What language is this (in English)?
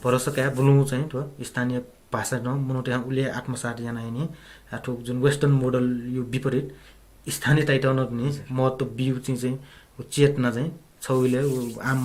Newari